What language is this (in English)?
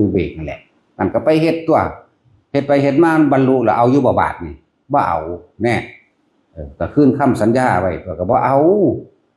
Northeastern Thai